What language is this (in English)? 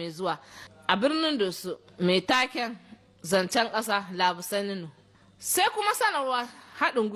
Hausa